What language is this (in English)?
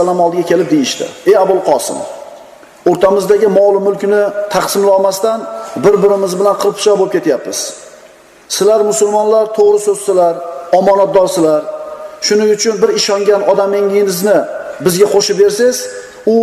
Uzbek